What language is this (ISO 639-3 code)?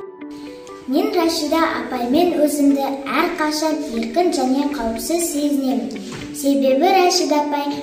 kaz